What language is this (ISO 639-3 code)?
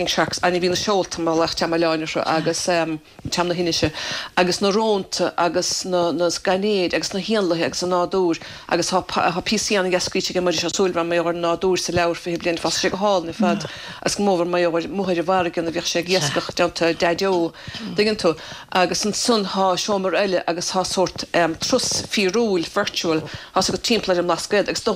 gle